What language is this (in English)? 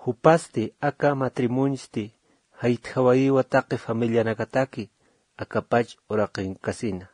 Aymara